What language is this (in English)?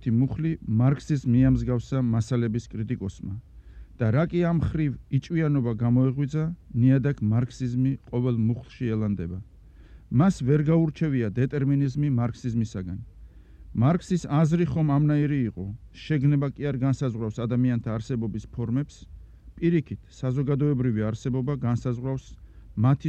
Georgian